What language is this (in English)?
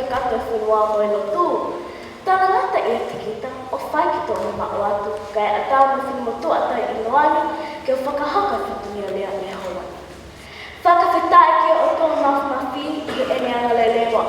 Tongan